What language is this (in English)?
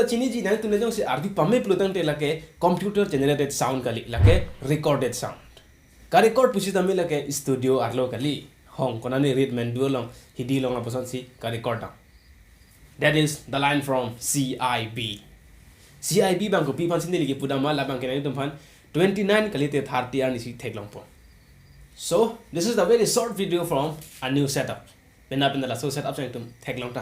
Karbi